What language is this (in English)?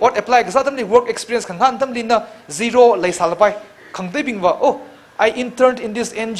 Tangkhul Naga (India)